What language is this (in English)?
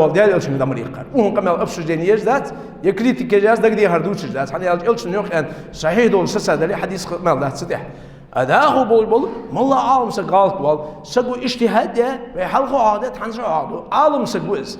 Ingush